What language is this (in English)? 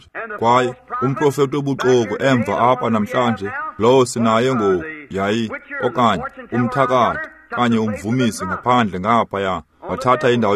Xhosa